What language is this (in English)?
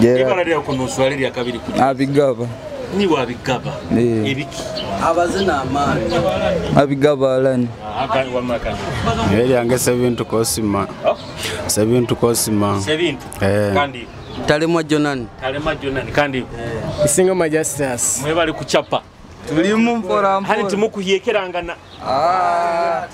Nyoro